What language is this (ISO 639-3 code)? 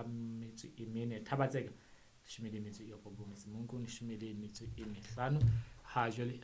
sot